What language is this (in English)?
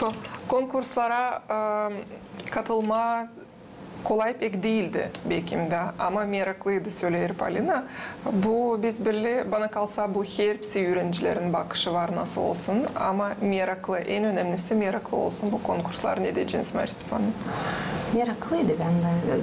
Gagauz